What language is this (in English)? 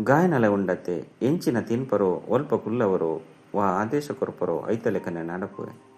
Tulu